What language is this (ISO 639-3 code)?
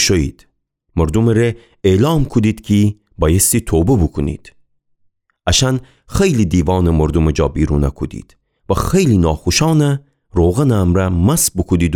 glk